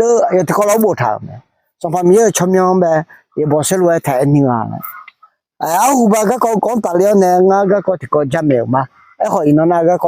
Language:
Akha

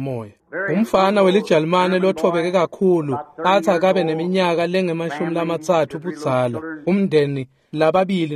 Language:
Swati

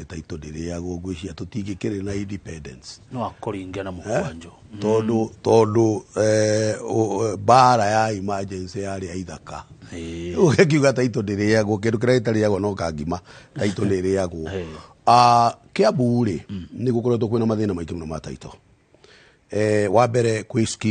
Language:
Kikuyu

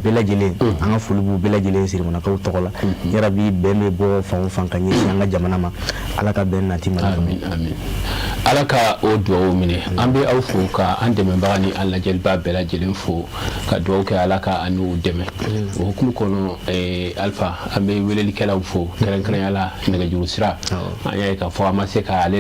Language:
Bambara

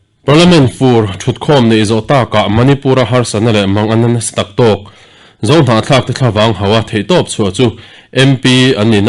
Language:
Mizo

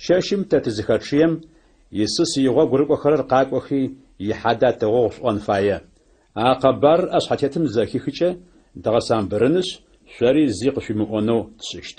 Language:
Adyghe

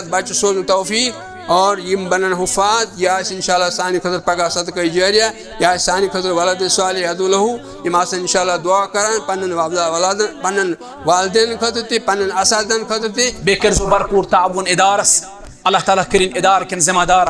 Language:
Kashmiri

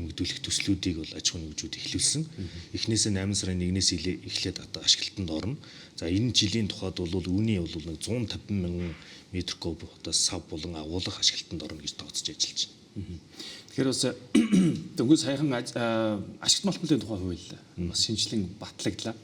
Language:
Mongolian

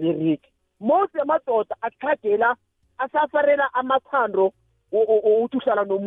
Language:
South Ndebele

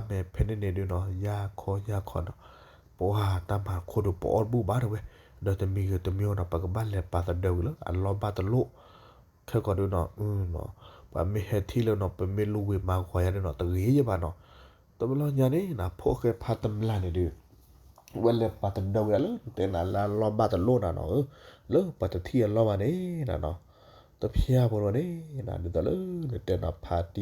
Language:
S'gaw Karen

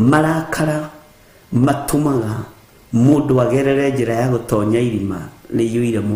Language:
Kikuyu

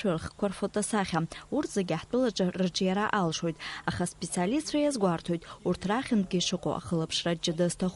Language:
Abkhazian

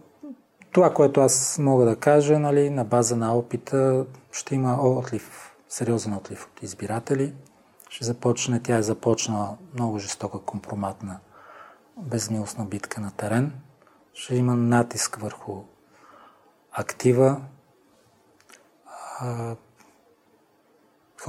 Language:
Bulgarian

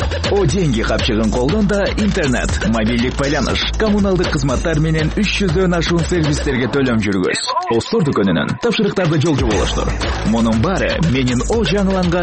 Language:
Kyrgyz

